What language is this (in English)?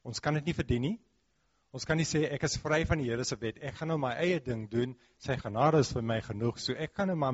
Afrikaans